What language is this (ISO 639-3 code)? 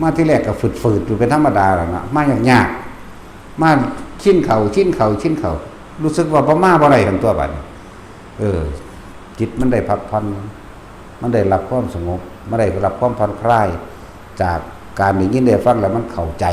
tts